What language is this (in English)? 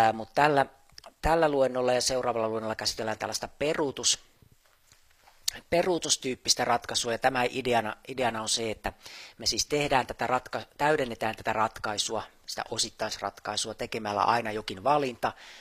Finnish